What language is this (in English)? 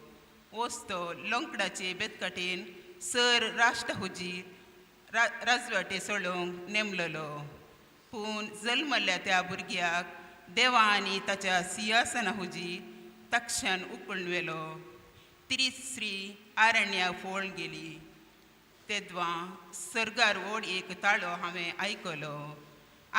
Konkani